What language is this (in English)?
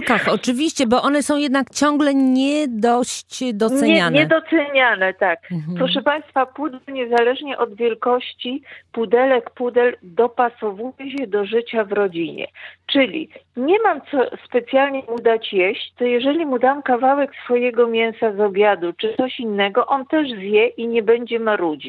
Polish